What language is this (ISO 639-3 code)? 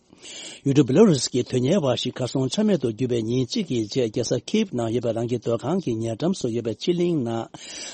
bod